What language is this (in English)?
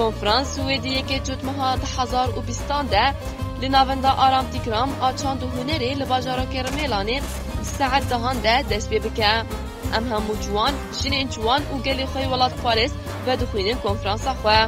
Kurdish